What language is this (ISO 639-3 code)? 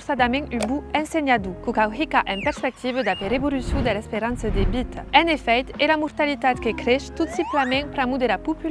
oci